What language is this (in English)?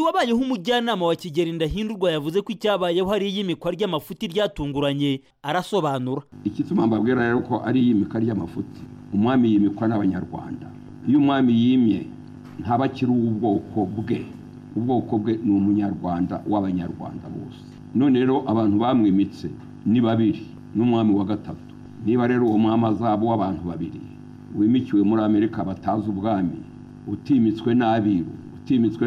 Kinyarwanda